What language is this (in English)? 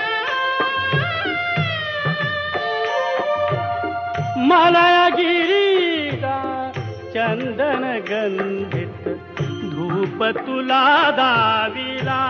Marathi